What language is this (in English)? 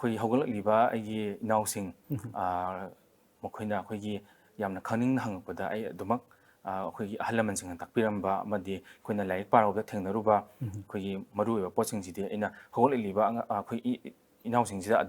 Manipuri